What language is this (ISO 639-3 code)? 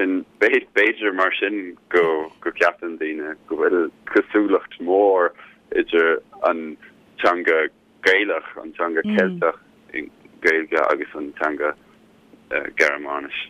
gle